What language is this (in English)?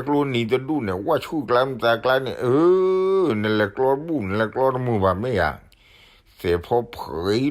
S'gaw Karen